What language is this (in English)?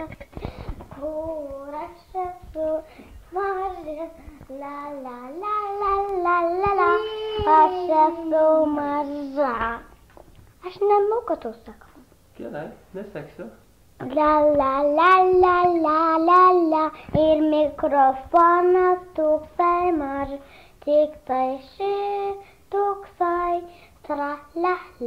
Lithuanian